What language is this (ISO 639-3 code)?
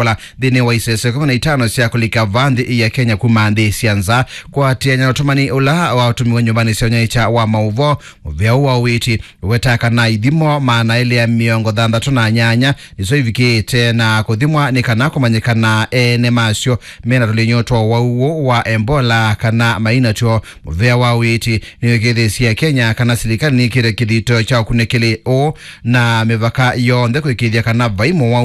kam